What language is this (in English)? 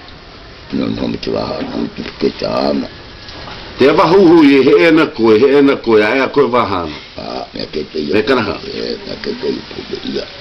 South Marquesan